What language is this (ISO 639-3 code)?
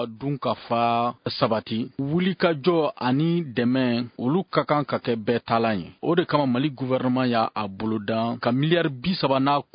bam